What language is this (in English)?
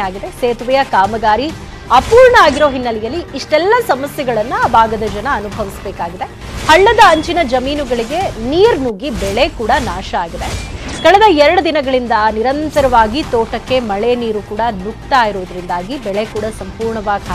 Kannada